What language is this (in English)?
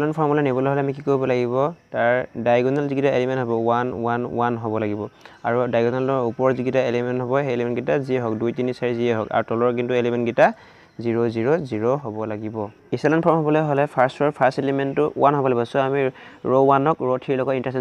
Assamese